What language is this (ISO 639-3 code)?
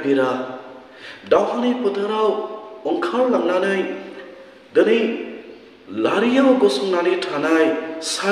brx